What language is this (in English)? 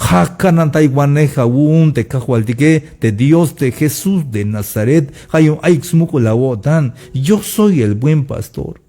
Tzeltal